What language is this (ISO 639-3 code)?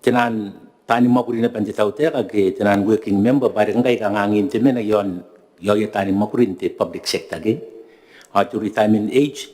gil